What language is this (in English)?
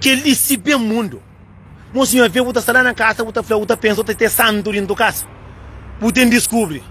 Kabuverdianu